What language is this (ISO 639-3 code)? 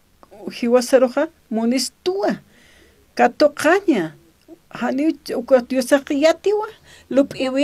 aym